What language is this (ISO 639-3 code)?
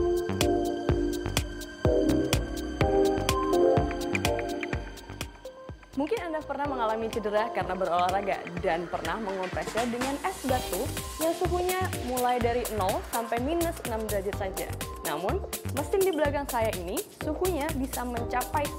ind